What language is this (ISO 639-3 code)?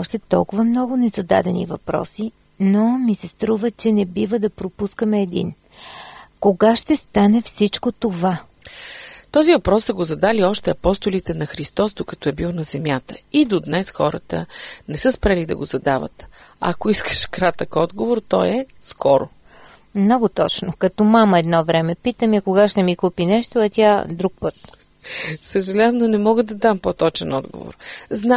bul